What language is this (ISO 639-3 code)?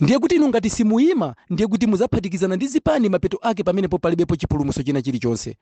nya